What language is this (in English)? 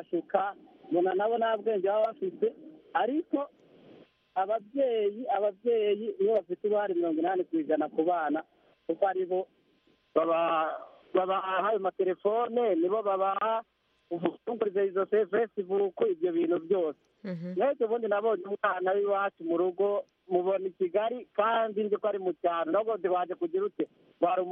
Kinyarwanda